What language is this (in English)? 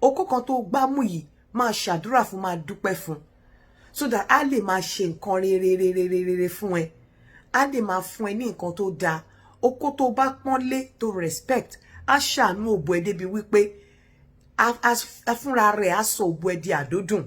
Yoruba